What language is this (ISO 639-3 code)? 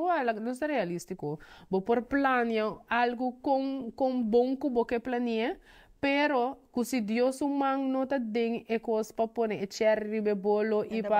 pap